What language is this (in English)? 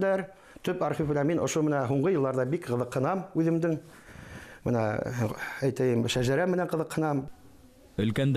Bashkir